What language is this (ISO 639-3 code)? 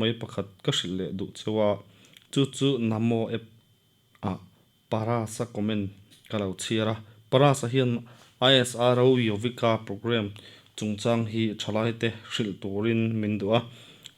lus